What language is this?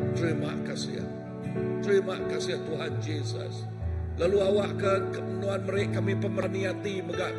Iban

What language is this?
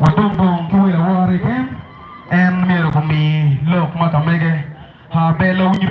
Acoli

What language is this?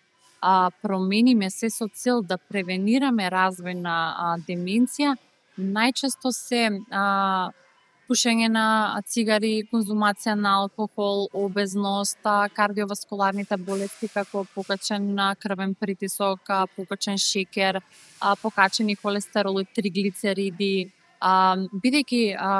Macedonian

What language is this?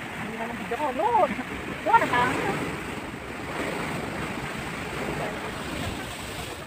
Filipino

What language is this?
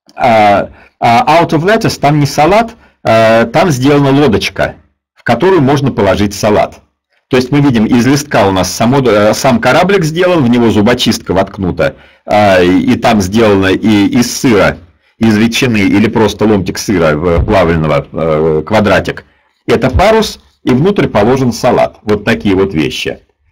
Russian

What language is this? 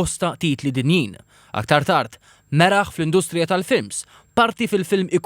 Maltese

